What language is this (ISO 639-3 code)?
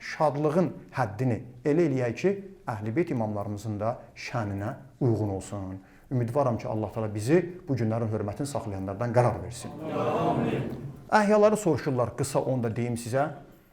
aze